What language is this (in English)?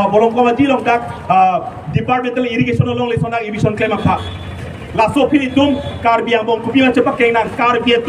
Karbi